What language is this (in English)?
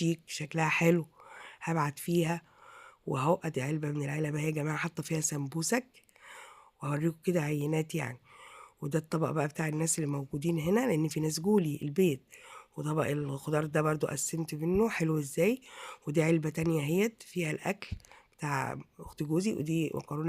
Egyptian Arabic